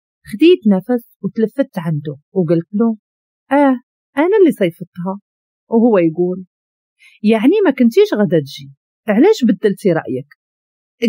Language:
Moroccan Arabic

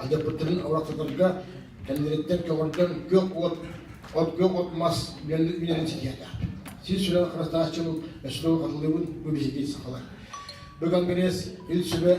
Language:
Yakut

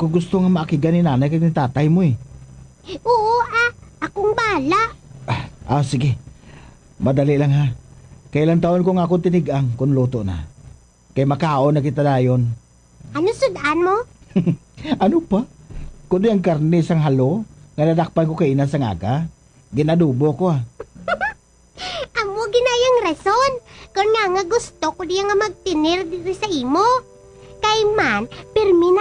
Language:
Hiligaynon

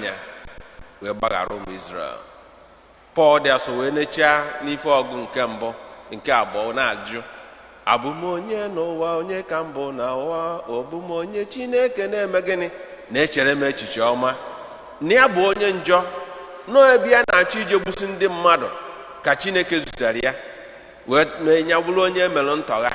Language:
Igbo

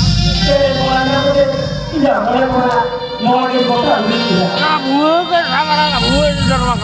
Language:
Santali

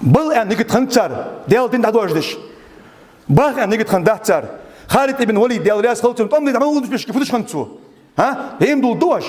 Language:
Ingush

